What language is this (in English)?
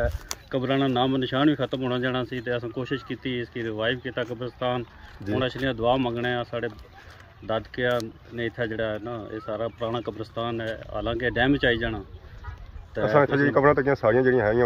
Pahari-Potwari